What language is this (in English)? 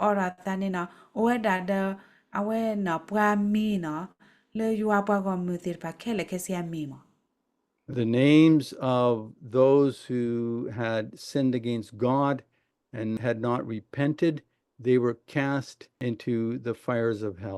S'gaw Karen